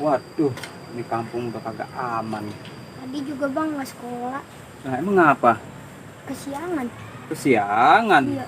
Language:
Betawi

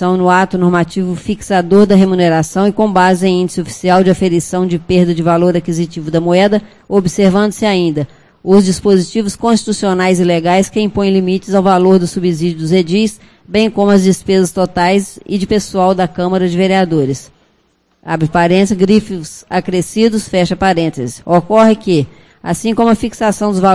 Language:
Portuguese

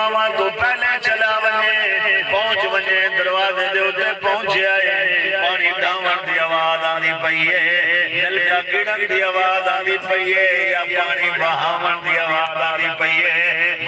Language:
Saraiki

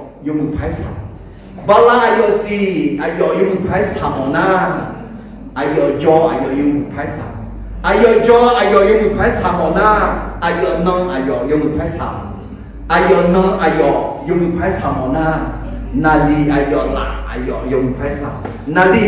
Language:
Akha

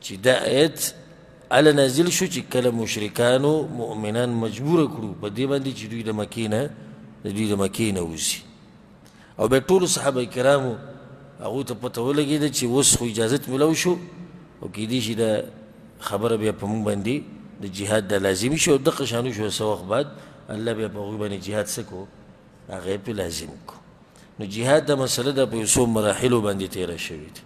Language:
Pashto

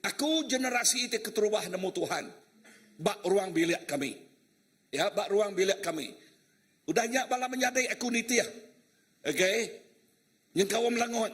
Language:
Iban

